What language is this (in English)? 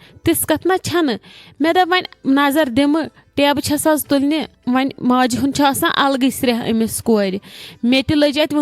Kashmiri